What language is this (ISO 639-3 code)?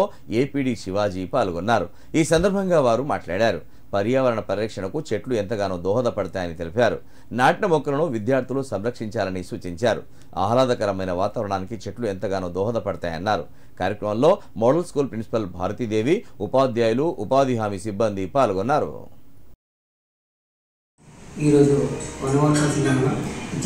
tel